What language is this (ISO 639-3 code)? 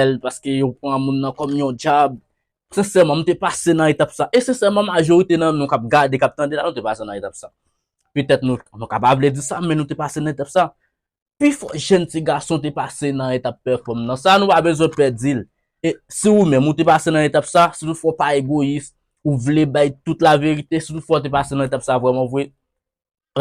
hat